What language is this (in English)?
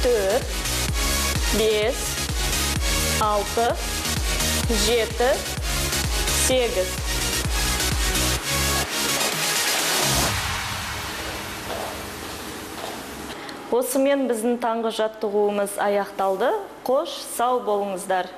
Kazakh